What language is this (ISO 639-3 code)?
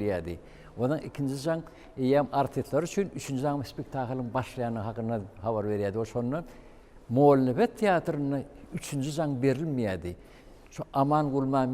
tuk